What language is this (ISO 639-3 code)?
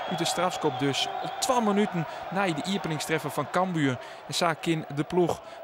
fry